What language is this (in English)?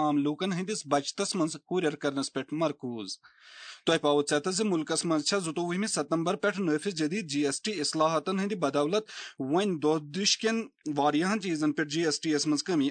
Kashmiri